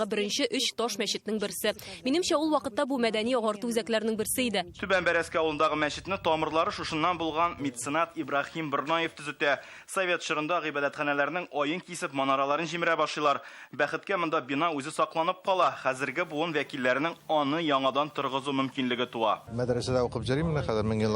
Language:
Tatar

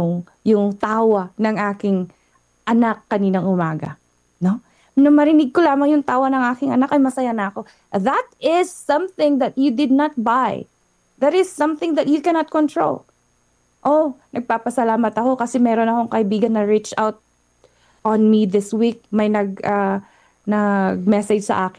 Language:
Filipino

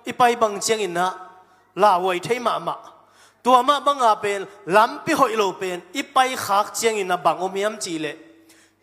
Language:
Tedim Chin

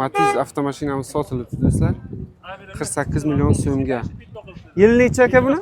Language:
Uzbek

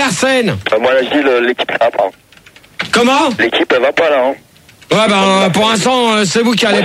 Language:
French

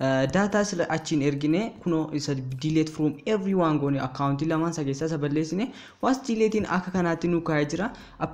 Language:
Oromo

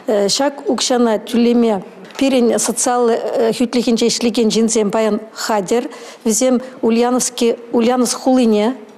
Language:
Chuvash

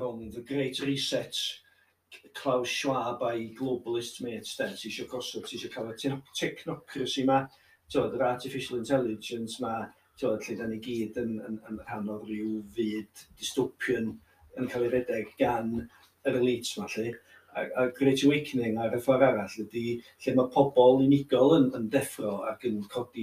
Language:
Welsh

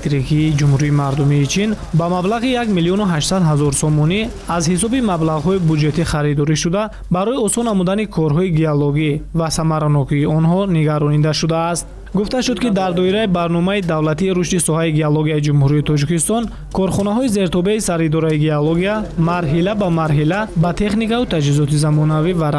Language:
Tajik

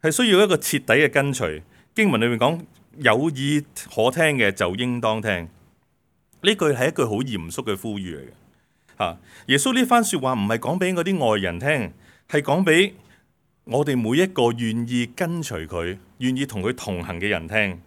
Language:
Cantonese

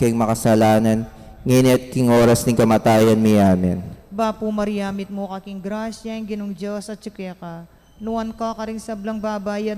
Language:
Pampanga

